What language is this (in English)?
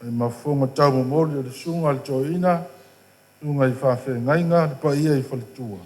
Samoan